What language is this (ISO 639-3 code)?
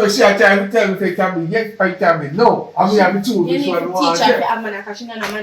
jam